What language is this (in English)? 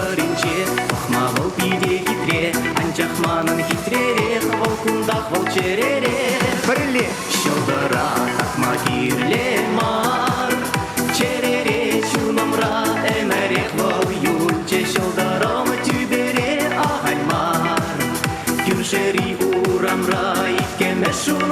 Chuvash